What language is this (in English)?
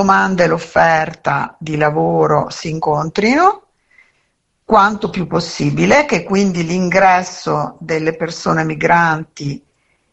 Italian